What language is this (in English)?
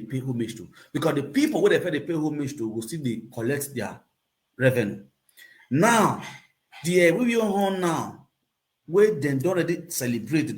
Nigerian Pidgin